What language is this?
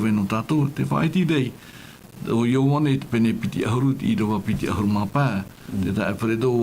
Tahitian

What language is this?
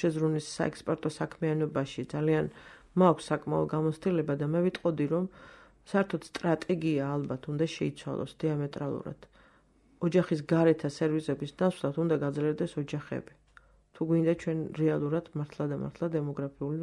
Georgian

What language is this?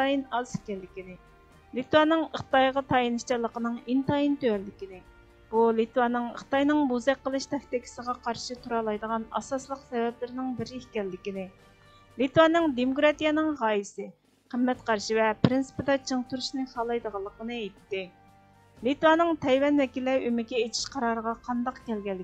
Uyghur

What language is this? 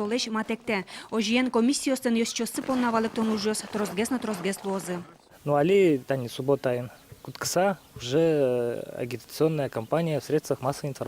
Udmurt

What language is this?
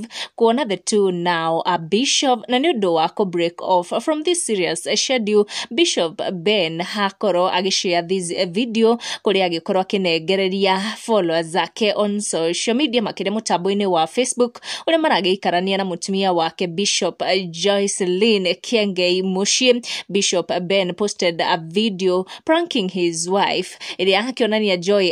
Kikuyu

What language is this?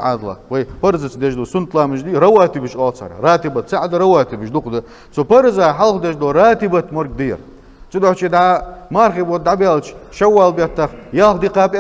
Ingush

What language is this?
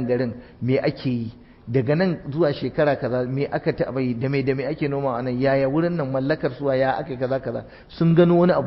Hausa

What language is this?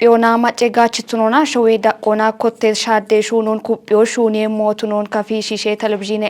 Kafa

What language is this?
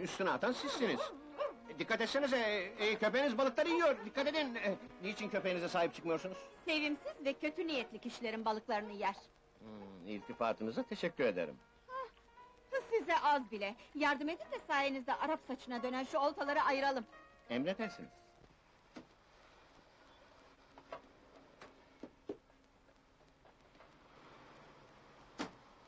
Turkish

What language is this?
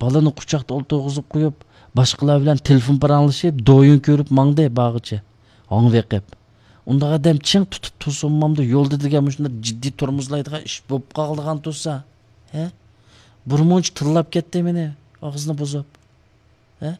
Uyghur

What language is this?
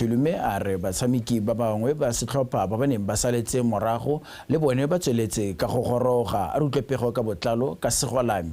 Tswana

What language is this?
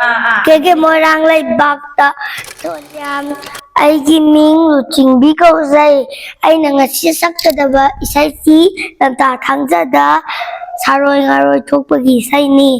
Manipuri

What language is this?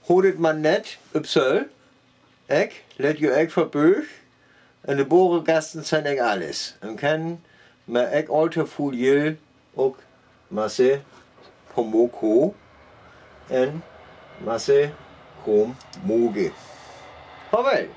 Northern Frisian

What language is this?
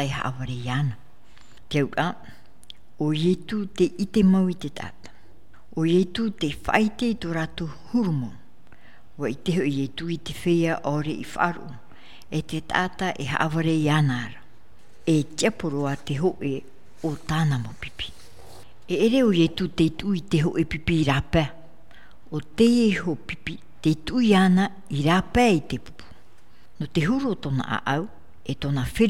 Tahitian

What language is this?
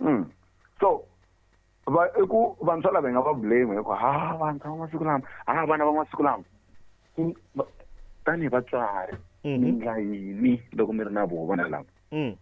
Tsonga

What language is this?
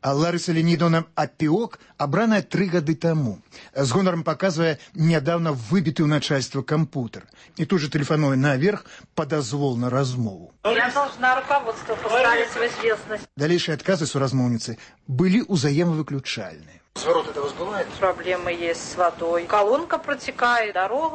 Belarusian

